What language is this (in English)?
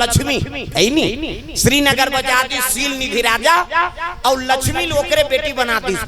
Chhattisgarhi